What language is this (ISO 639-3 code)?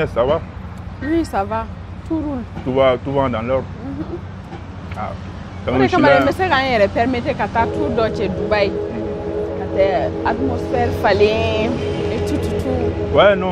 bam